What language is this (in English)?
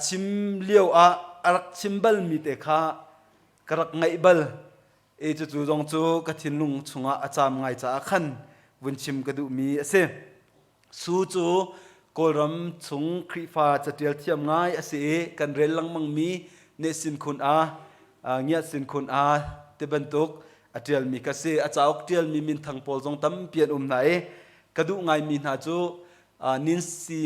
Hakha Chin